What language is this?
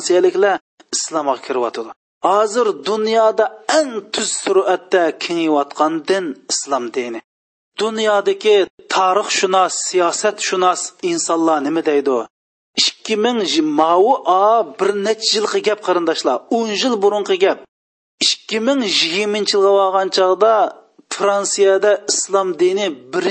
Uyghur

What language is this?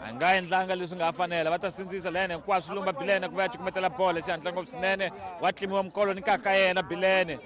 Tsonga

